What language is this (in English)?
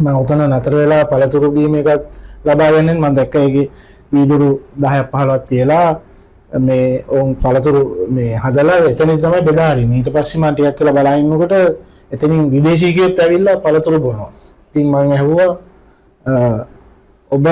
Sinhala